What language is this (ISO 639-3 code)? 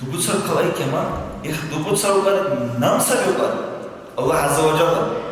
dar